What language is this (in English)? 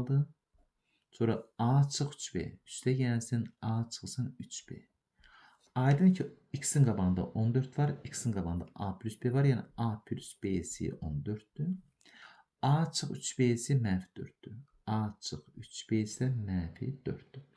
Azerbaijani